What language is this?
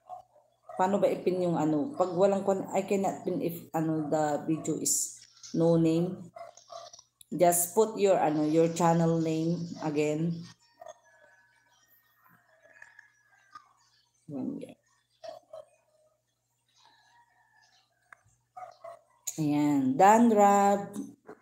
Filipino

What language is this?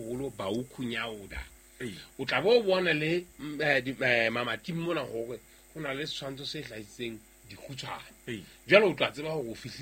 Southern Sotho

